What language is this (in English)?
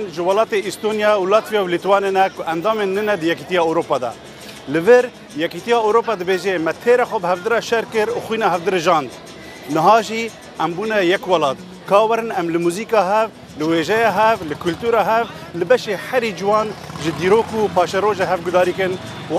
Kurdish